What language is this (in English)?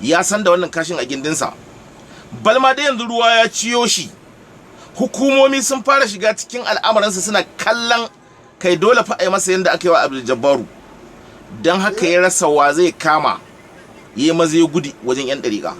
Hausa